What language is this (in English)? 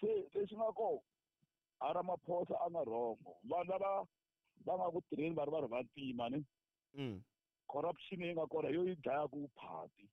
Tsonga